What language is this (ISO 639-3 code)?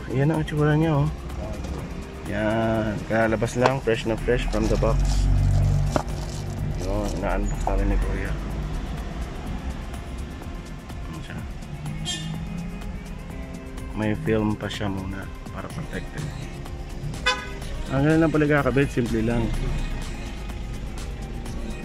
fil